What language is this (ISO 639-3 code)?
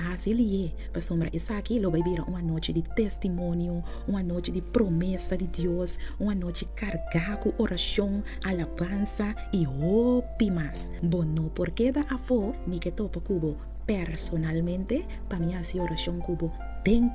pap